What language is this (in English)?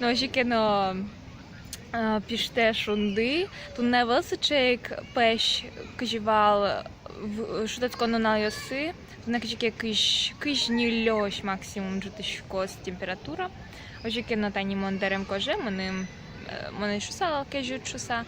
Udmurt